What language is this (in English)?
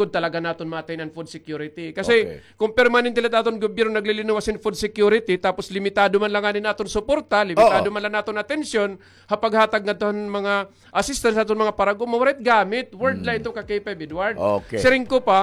Waray